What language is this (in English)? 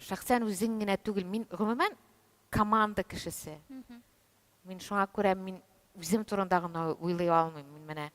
Tatar